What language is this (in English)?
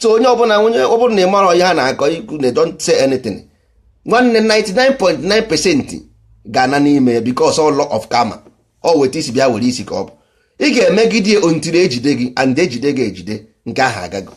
Igbo